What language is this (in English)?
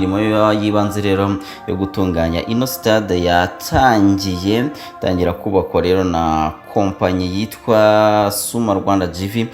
Kinyarwanda